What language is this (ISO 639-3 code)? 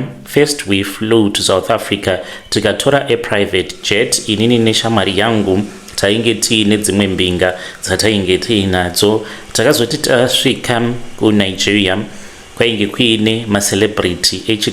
sna